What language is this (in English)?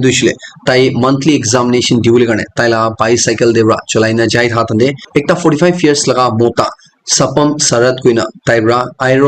Naga Pidgin